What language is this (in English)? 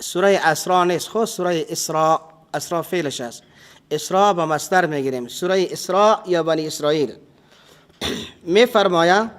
Persian